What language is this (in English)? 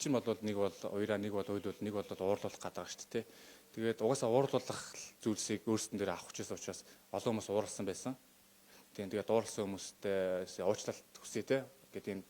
Mongolian